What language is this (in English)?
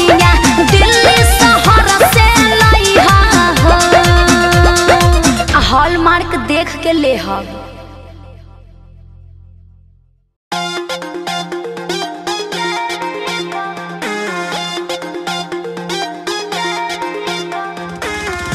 Bhojpuri